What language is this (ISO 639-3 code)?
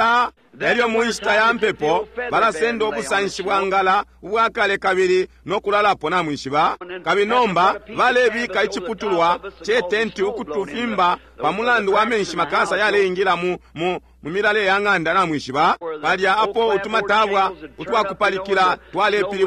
bem